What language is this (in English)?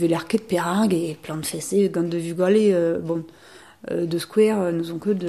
Breton